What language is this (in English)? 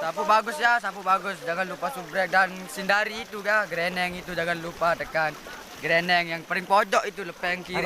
Sasak